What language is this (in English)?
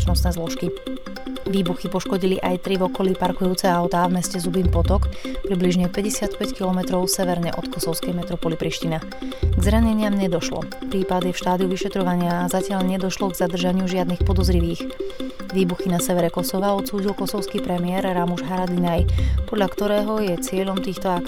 Slovak